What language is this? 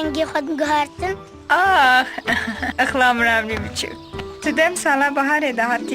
Kurdish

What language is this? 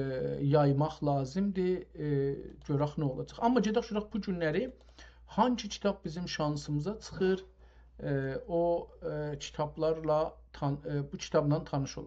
South Azerbaijani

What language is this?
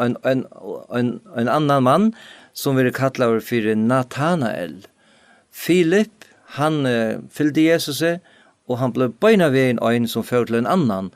Faroese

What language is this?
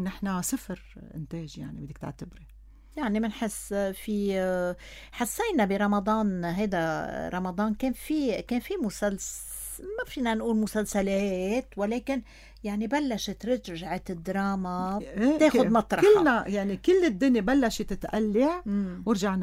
North Levantine Arabic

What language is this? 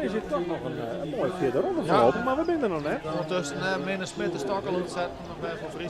Western Frisian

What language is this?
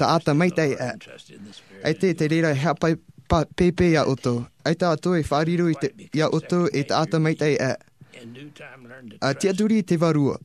Tahitian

